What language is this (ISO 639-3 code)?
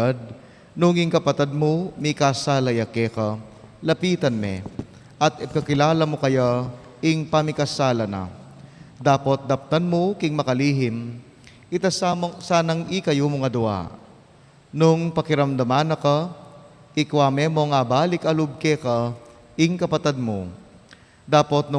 pam